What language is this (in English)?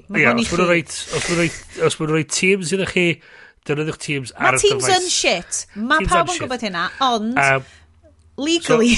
Welsh